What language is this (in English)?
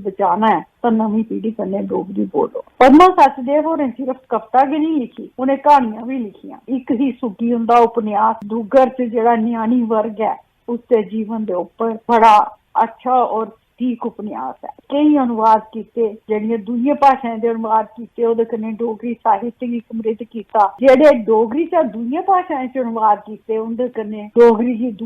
Dogri